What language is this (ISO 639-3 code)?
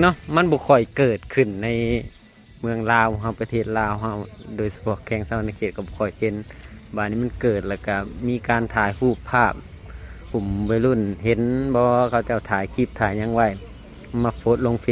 lao